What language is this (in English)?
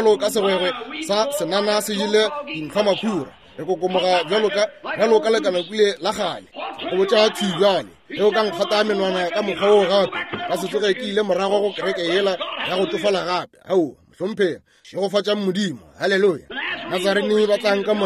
Northern Sotho